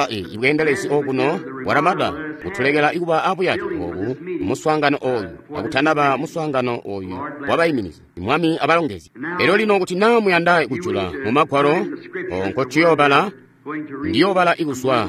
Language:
Tonga (Zambia)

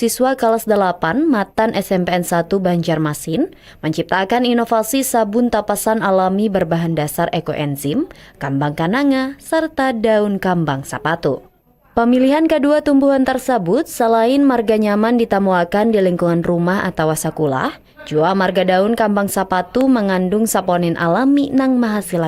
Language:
Banjar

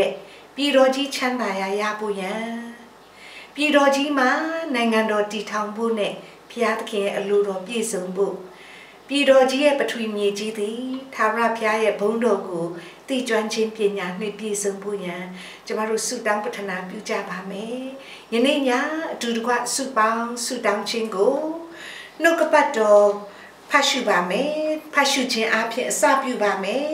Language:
Burmese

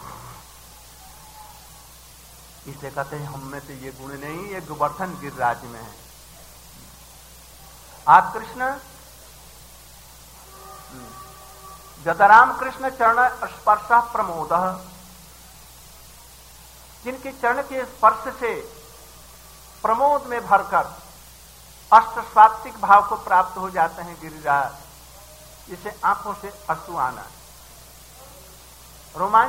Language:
Hindi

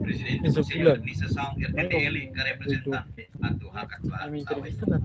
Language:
Tetum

